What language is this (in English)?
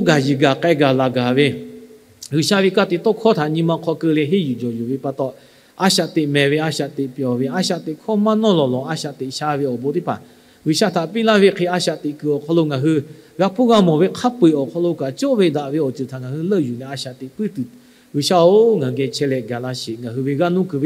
Lahu